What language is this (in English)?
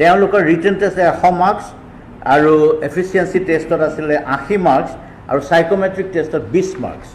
Assamese